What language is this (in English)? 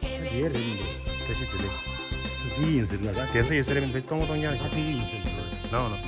Tibetan